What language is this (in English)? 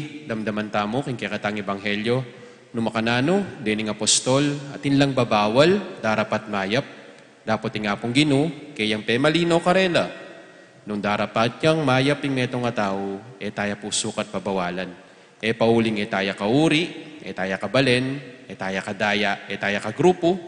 Pampanga